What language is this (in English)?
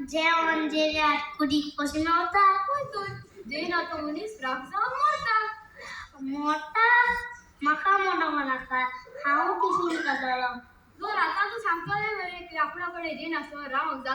Konkani